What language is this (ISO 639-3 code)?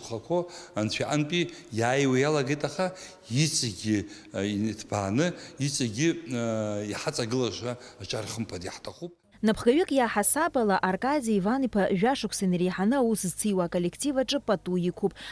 abk